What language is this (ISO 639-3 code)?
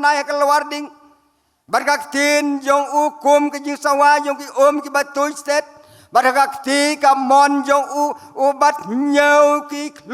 kha